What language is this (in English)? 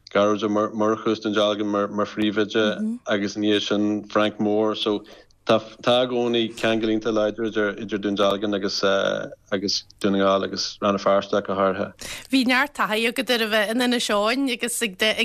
Irish